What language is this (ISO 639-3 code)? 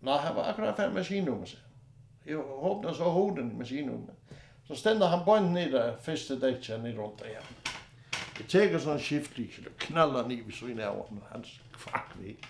fao